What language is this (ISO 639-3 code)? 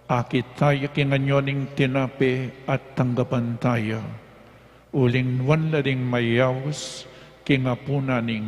pam